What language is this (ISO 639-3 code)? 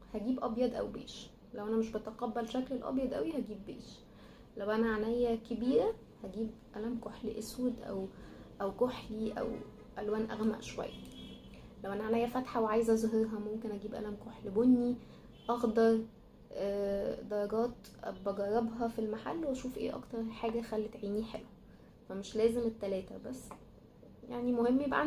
arz